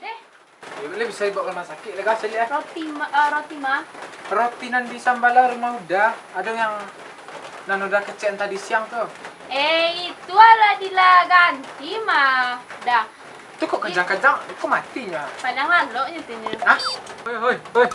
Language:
Minangkabau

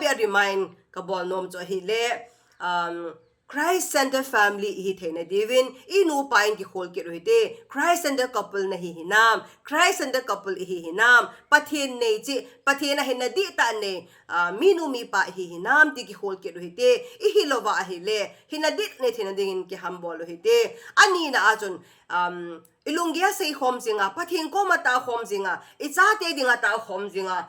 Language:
Thado Chin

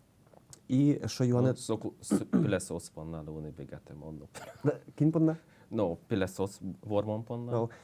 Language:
Udmurt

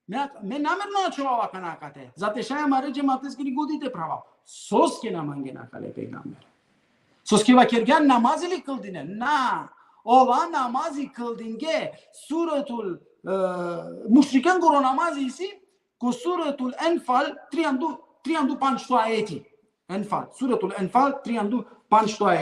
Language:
Balkan Romani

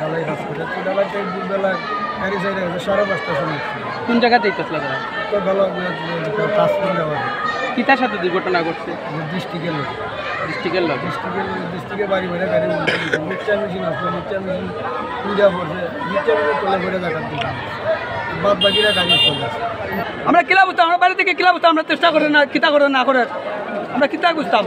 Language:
Sylheti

